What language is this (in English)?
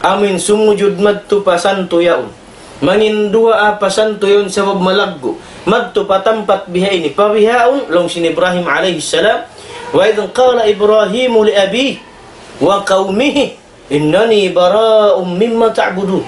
Tausug